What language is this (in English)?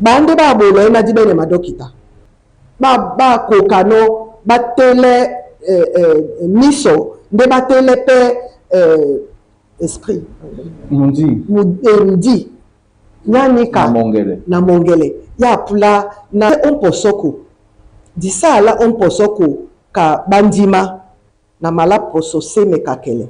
Duala